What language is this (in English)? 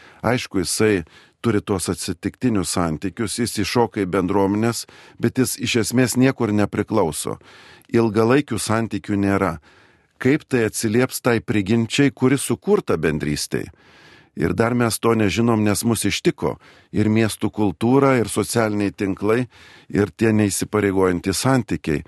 Lithuanian